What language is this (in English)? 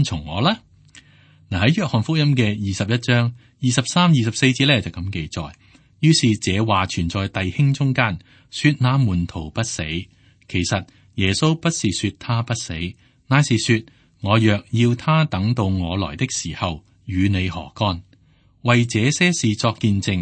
Cantonese